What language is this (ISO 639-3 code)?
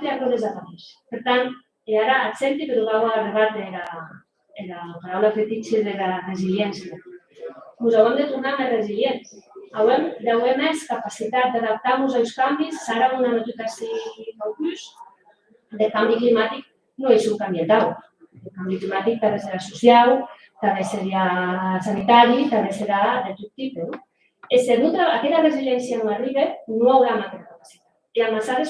oci